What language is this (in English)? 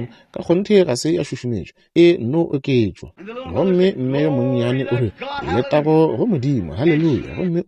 Northern Sotho